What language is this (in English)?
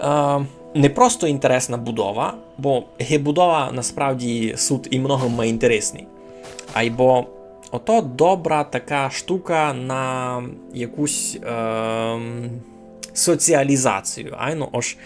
Rusyn